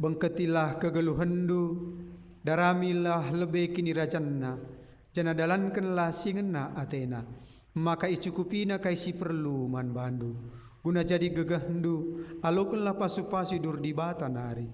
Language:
Batak Karo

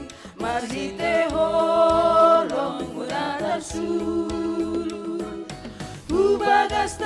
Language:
Batak Simalungun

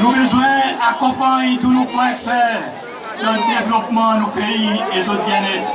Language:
Seselwa Creole French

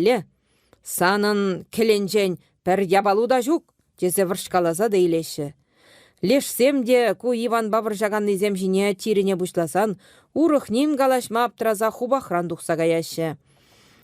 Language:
Chuvash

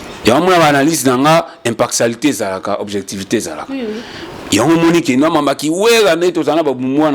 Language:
Lingala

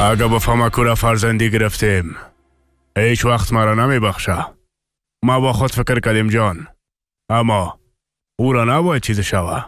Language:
Persian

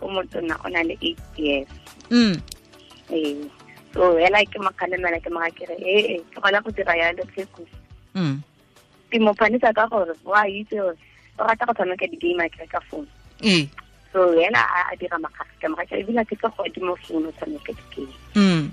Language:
Tswana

